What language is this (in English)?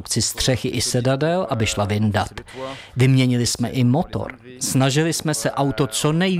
Czech